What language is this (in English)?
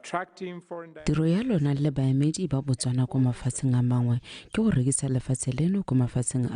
Tswana